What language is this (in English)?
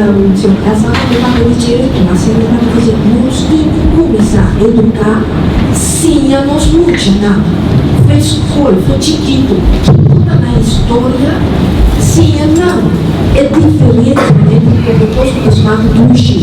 Papiamento